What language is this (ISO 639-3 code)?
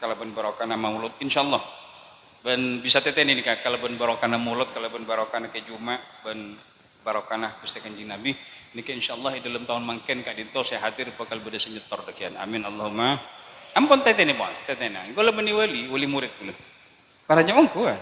mad